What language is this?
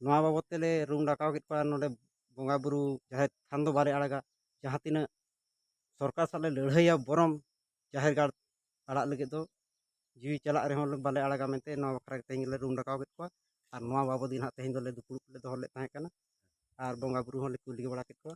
Santali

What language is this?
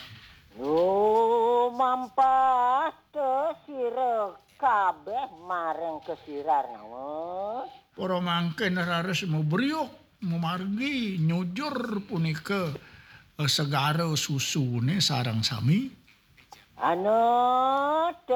Balinese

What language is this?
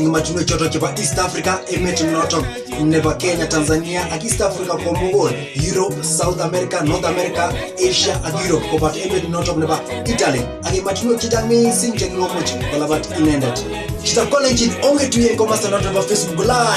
Kalenjin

